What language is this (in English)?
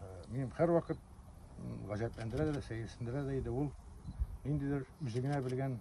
Tatar